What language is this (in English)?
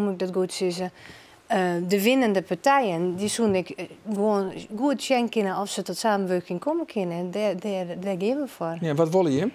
Western Frisian